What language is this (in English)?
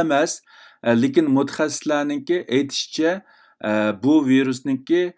Uyghur